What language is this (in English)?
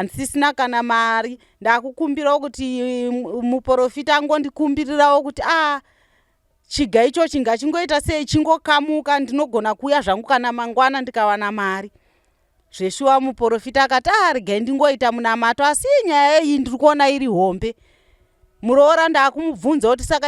Shona